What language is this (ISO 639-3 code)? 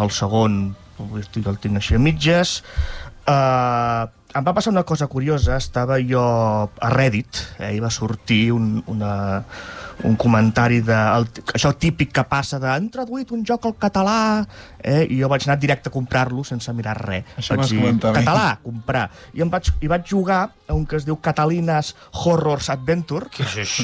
cat